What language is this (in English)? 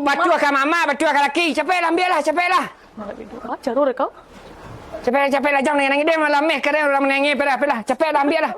Minangkabau